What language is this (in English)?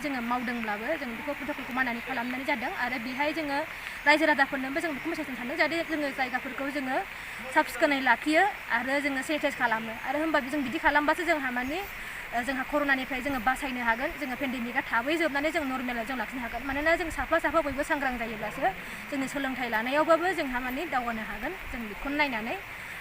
Bodo